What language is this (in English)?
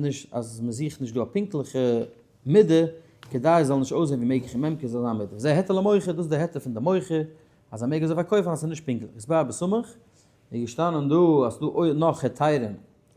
Yiddish